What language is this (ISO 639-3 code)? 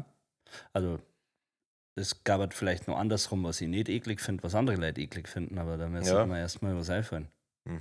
bar